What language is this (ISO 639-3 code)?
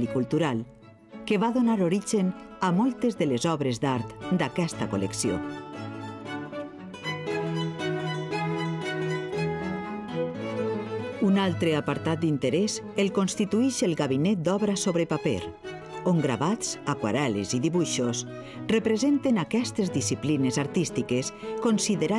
cat